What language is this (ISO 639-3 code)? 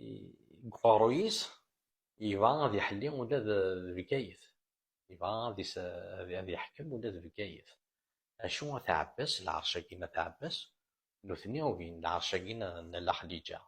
kab